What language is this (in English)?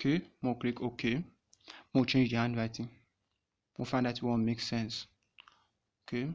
Nigerian Pidgin